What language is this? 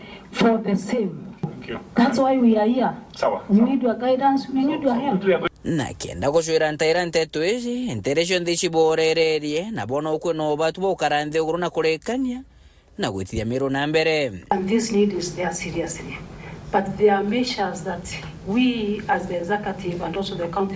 Meru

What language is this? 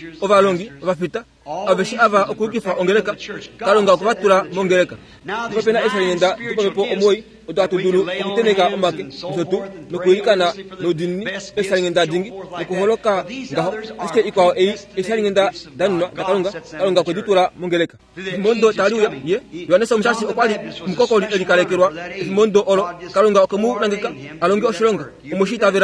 Kuanyama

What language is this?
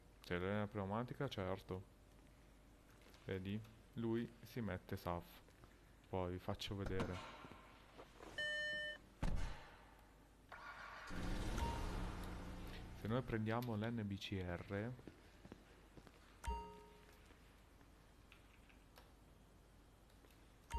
Italian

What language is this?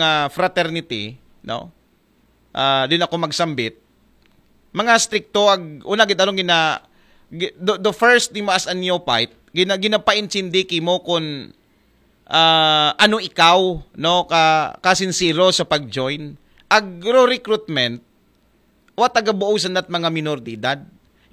Aklanon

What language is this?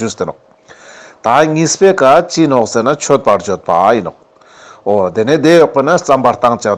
Ladakhi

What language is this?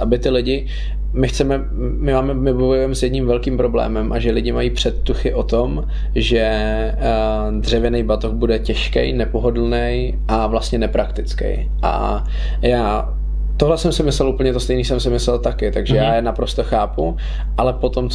Czech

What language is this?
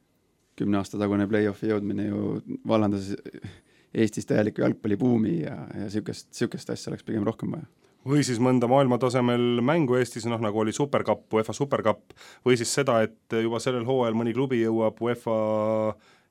Estonian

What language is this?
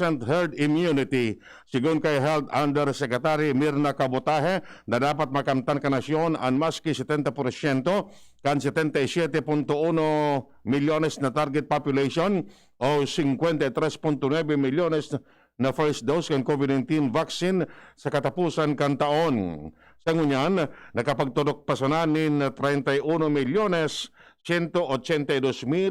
Bikol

